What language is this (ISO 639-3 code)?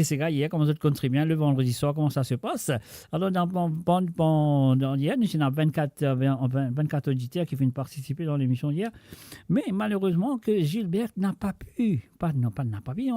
mfe